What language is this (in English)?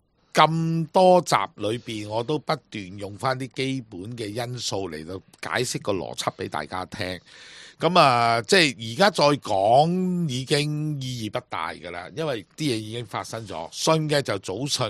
Cantonese